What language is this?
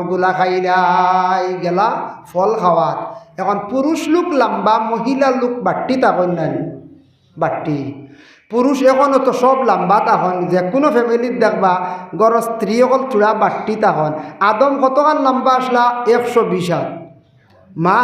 Sylheti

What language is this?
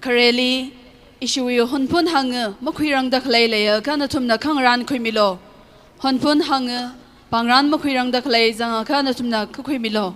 Tangkhul Naga (India)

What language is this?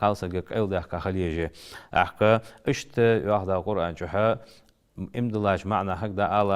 Ingush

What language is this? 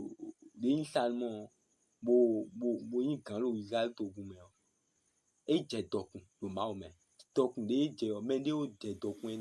Fon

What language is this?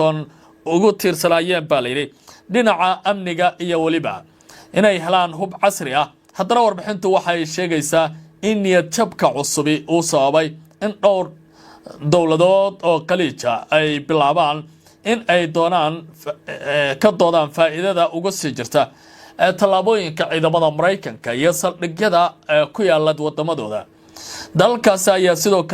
Somali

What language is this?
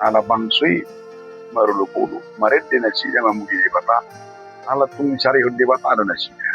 Batak Toba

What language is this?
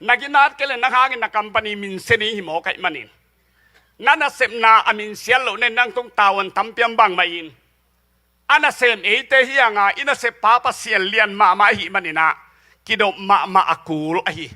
Tedim Chin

